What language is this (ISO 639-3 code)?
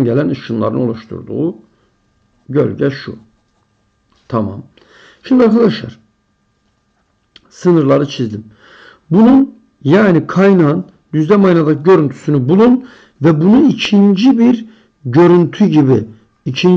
tur